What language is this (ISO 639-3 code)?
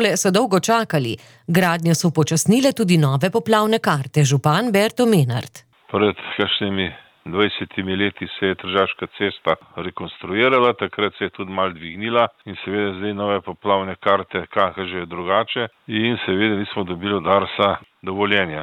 slv